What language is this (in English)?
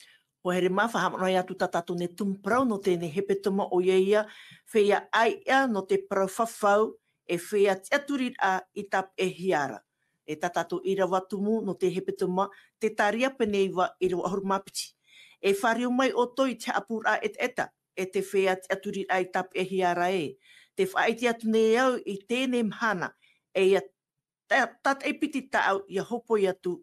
Tahitian